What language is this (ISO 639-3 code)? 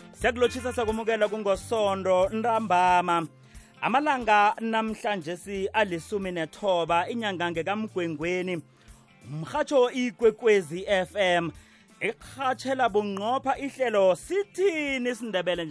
nbl